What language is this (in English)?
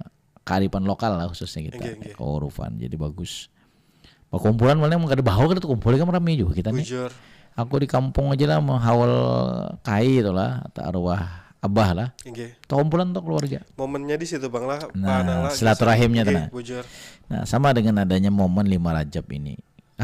Banjar